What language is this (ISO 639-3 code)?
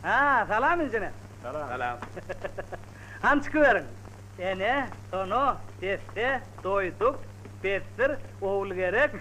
tuk